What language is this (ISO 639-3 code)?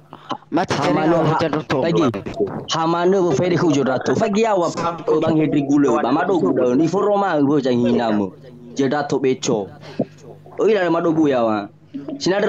nia